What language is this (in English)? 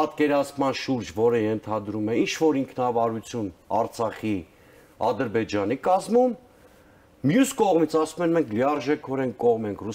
Armenian